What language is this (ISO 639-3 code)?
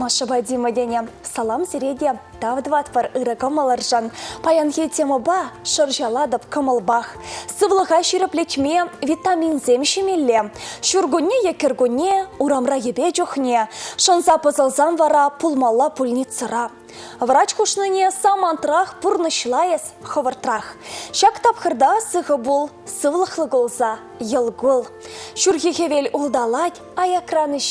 chv